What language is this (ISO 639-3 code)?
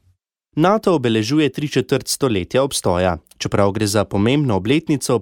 slv